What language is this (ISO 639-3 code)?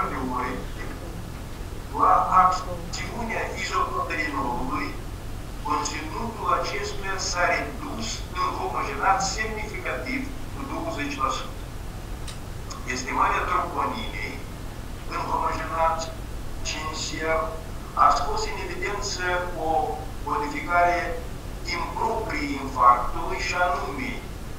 ron